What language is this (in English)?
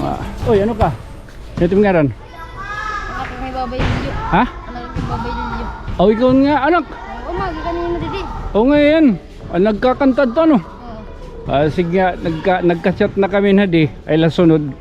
Waray